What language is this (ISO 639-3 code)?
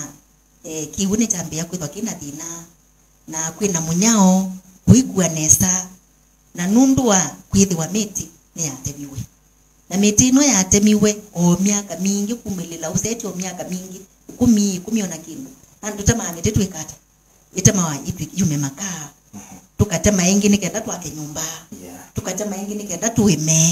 kam